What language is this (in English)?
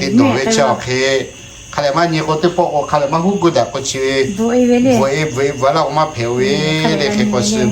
Lahu